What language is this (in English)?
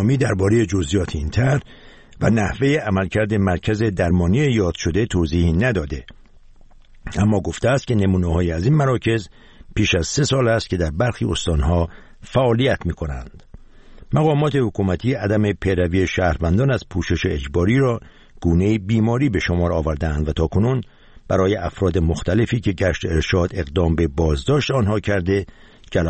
Persian